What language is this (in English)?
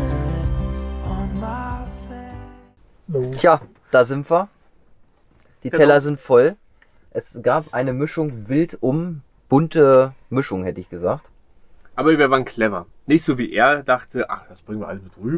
German